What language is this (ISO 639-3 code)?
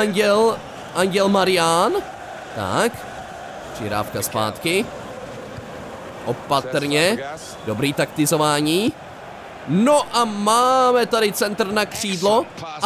ces